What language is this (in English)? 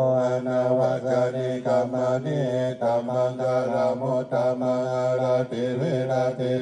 Pali